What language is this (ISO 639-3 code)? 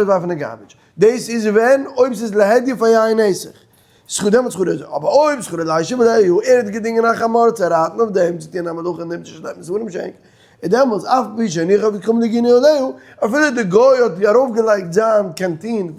yid